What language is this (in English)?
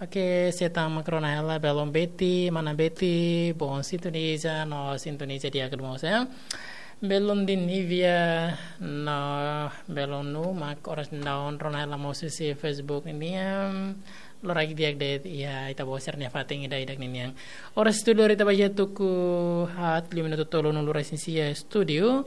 Tetum